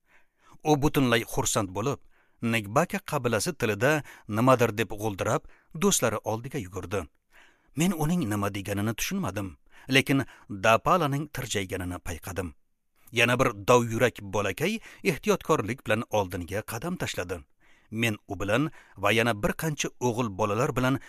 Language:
Uzbek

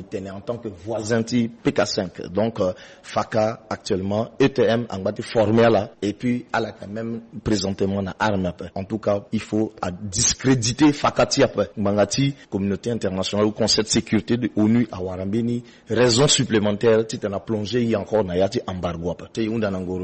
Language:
Sango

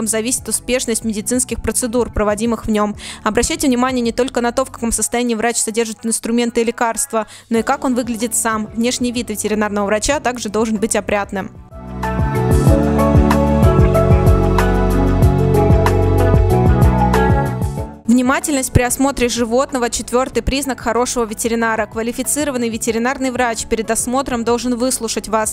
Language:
Russian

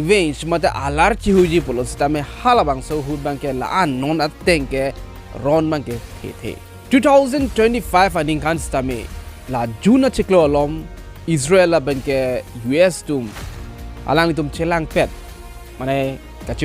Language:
Karbi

